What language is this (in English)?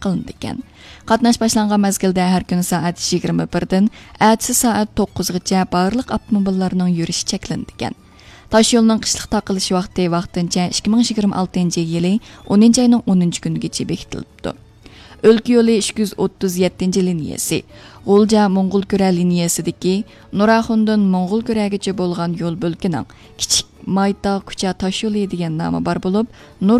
Uyghur